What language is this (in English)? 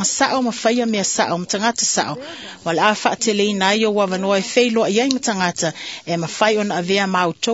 Samoan